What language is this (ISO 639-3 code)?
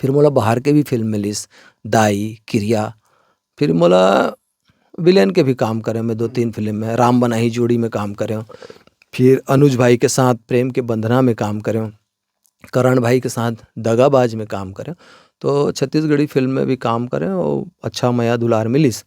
hne